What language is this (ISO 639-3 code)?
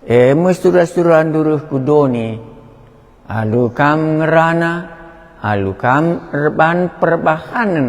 btx